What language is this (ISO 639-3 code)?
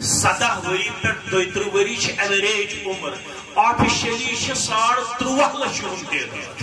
kas